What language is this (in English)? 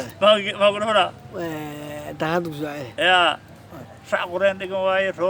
Somali